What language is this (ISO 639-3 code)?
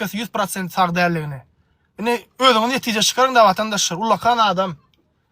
tuk